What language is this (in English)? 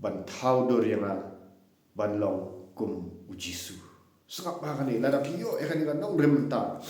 Khasi